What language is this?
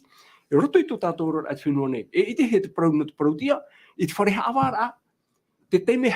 Tahitian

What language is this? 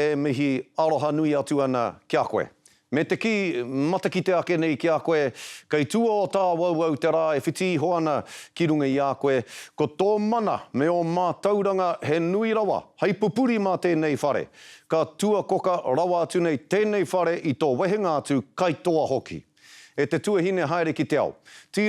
Māori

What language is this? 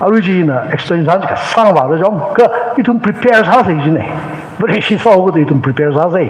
Tangkhul Naga (India)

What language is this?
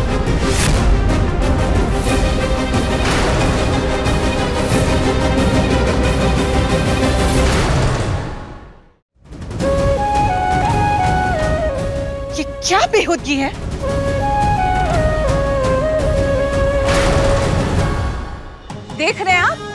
Hindi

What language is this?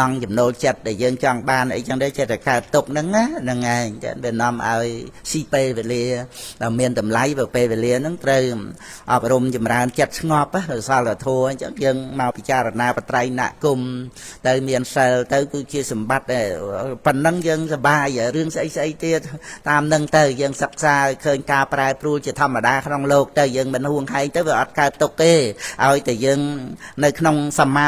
Khmer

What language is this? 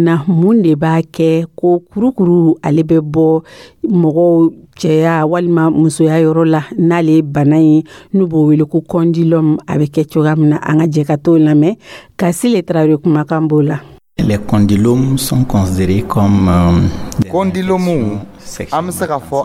Dyula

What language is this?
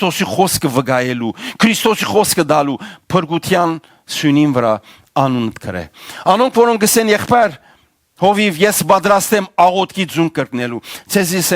Western Armenian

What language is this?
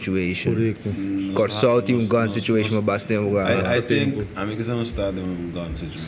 Papiamento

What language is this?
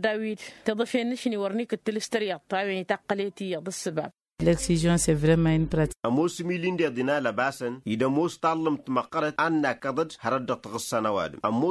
Tamasheq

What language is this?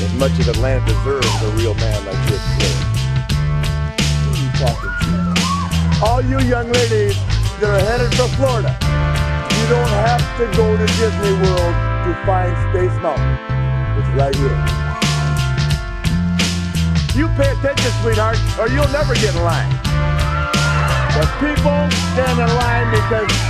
English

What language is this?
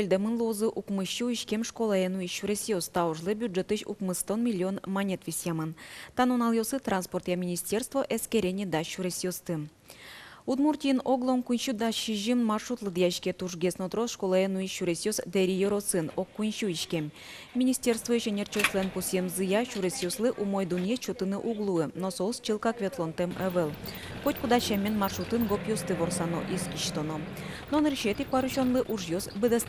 Udmurt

